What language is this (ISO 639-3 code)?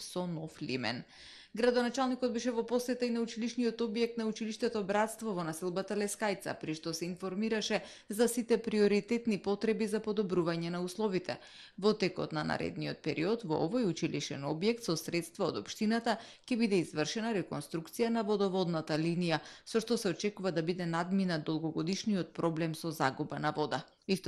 mkd